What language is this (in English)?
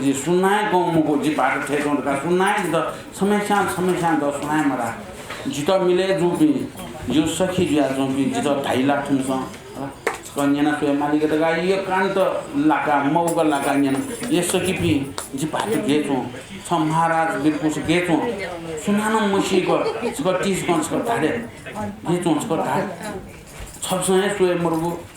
Newari